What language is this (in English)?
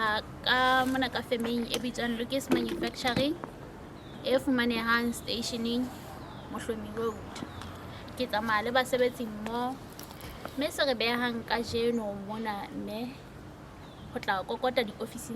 Southern Sotho